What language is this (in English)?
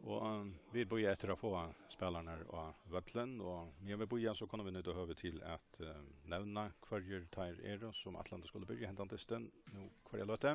Faroese